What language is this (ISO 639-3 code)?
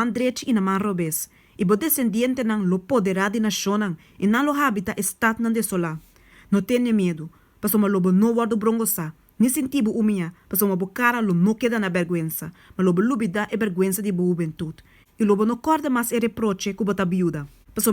pap